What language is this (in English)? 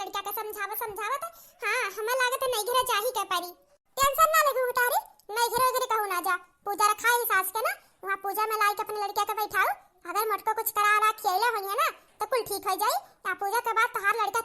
Awadhi